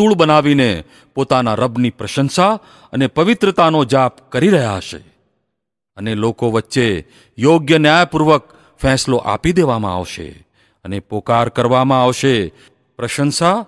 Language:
Gujarati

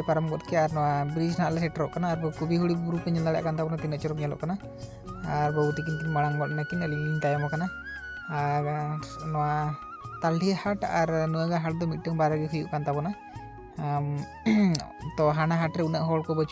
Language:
Santali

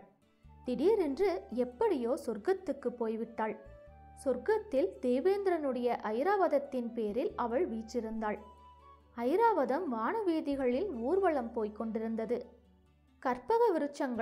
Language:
Tamil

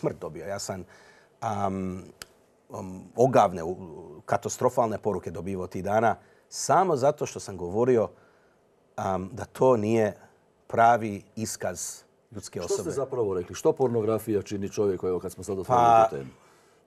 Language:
Croatian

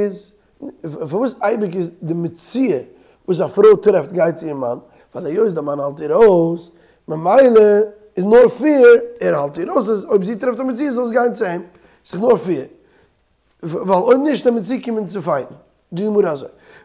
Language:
Yiddish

